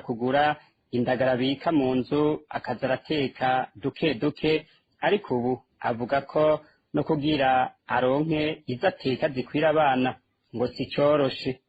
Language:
Rundi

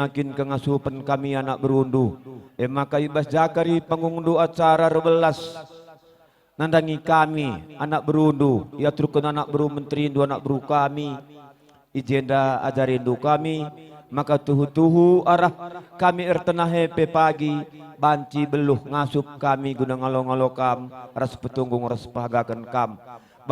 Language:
Batak Karo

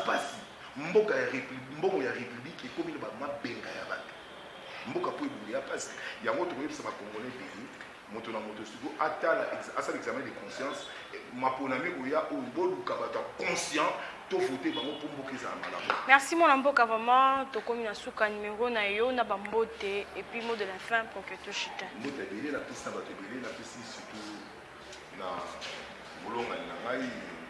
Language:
Lingala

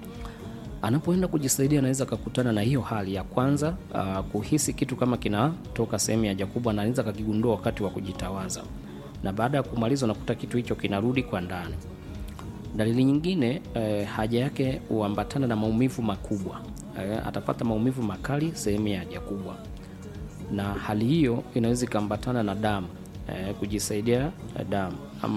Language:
Swahili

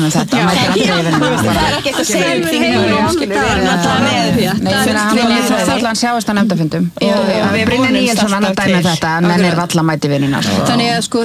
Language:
Icelandic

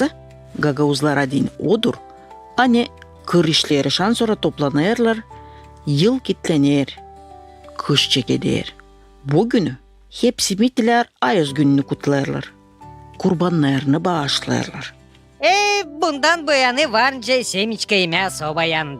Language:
Gagauz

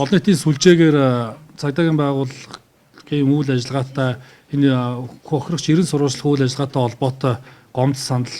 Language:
Mongolian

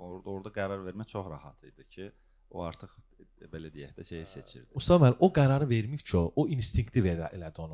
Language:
Azerbaijani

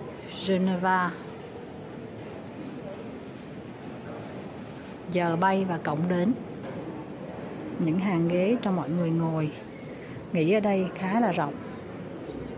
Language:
Vietnamese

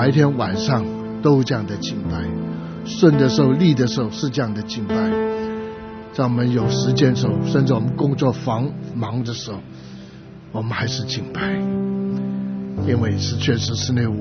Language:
Chinese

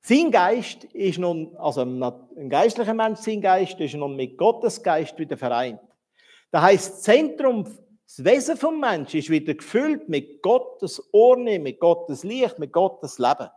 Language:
Swiss German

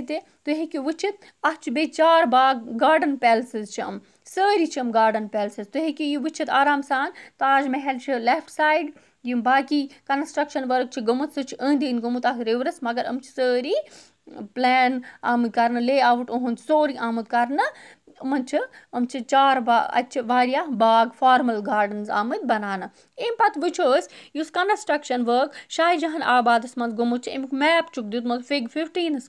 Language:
Kashmiri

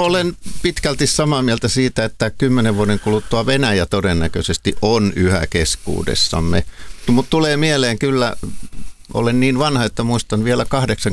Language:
Finnish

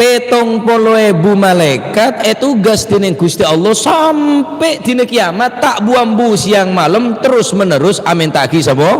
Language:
Madurese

